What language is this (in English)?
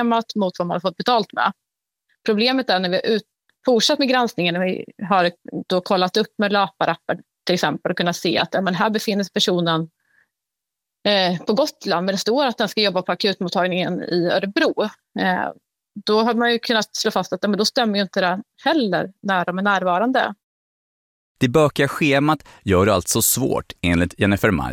Swedish